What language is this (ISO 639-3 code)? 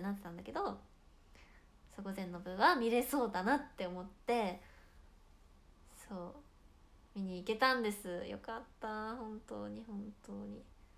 jpn